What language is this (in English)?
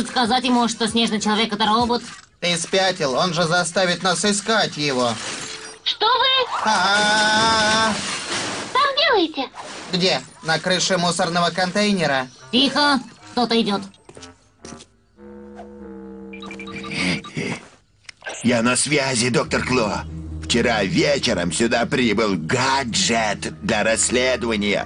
Russian